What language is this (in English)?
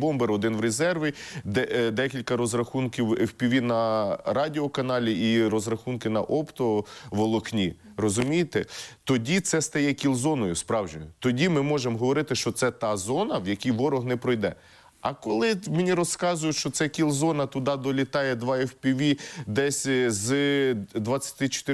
Ukrainian